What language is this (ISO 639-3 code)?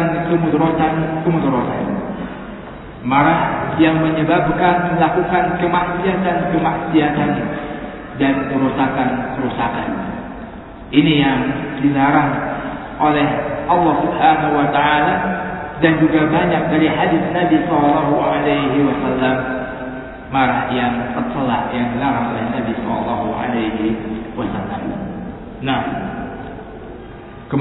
ind